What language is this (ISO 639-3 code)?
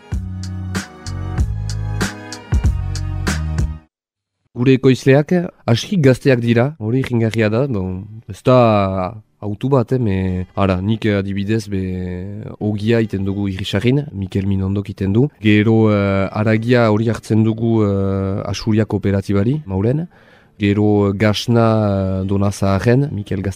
eus